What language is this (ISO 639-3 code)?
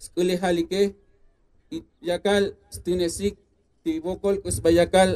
tzo